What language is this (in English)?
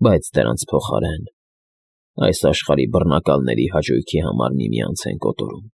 Armenian